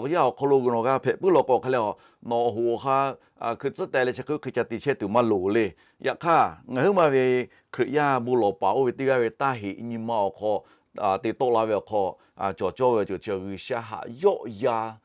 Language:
Lahu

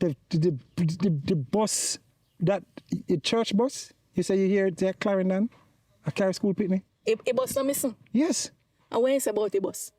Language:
Jamaican Creole English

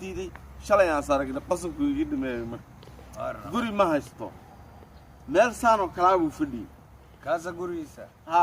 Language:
Somali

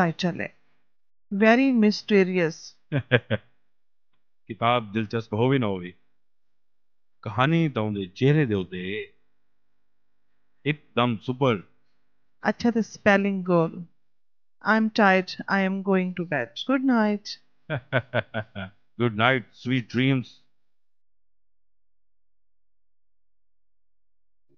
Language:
Saraiki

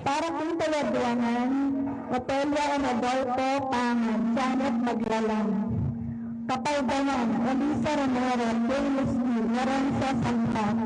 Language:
Pampanga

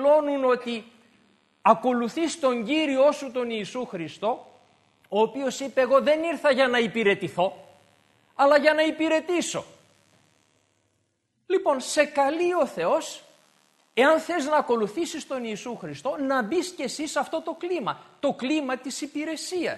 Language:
Greek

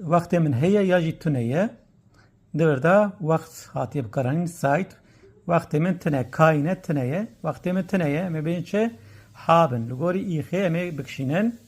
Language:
Kurdish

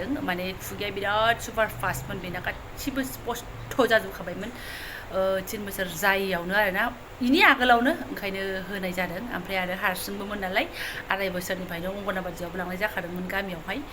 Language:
Bodo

